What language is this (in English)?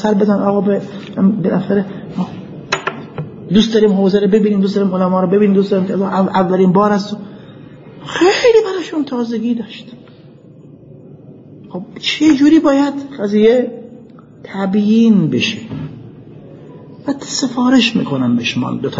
Persian